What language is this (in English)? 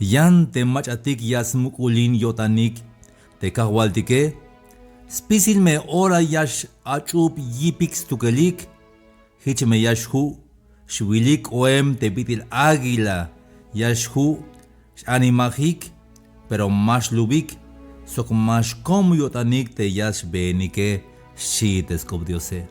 Tzeltal